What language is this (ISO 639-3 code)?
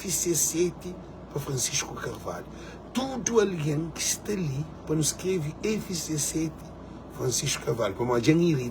kea